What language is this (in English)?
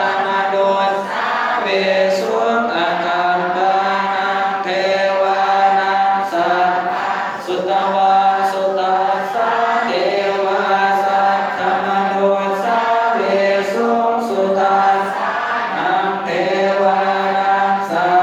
Pali